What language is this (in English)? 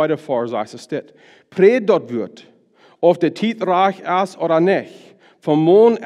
Plautdietsch